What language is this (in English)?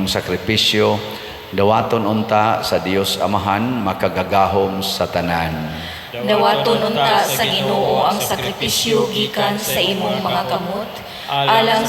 Cebuano